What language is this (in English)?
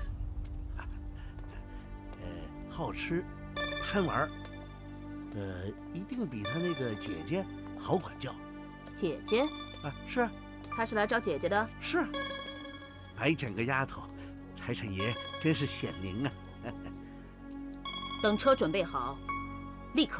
Chinese